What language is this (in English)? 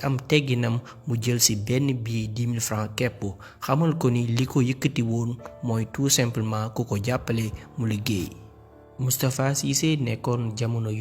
Wolof